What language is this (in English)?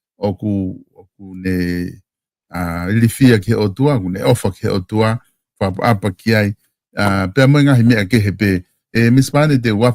Tongan